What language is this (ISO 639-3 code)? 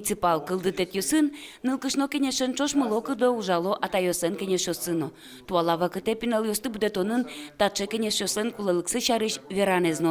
udm